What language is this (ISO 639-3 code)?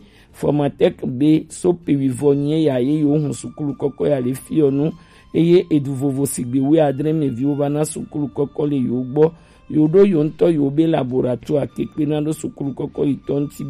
gej